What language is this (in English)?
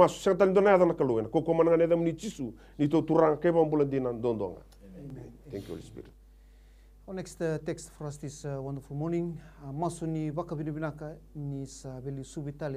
Fijian